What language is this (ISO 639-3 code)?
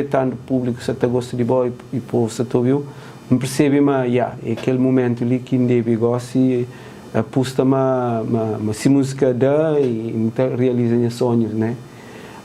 kea